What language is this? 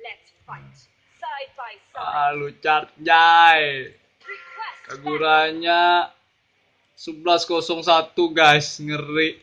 Banjar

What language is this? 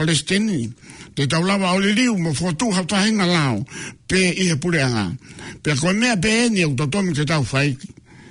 Tongan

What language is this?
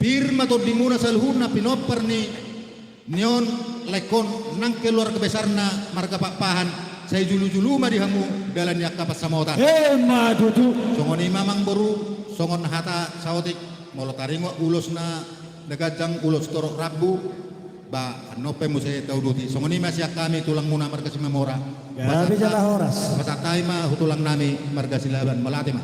Batak Toba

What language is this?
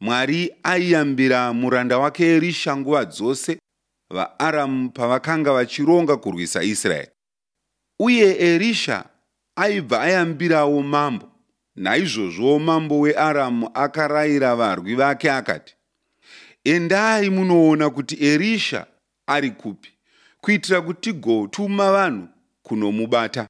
Shona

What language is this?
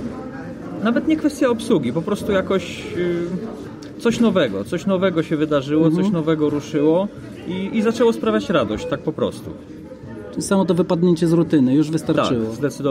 Polish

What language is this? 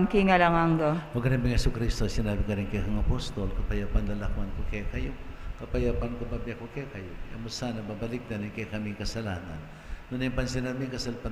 Pampanga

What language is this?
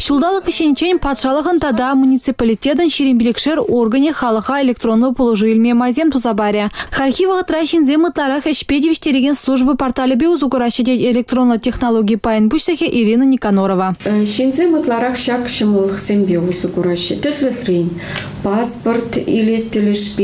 Chuvash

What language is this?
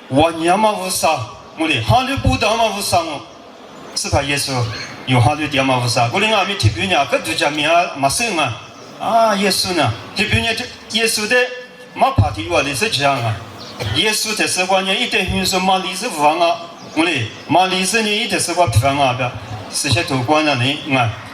Lisu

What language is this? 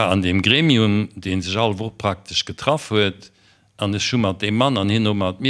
Luxembourgish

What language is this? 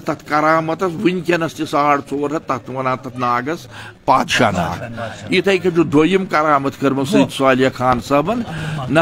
Kashmiri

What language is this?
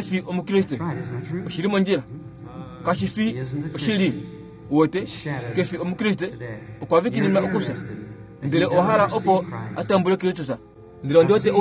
Kuanyama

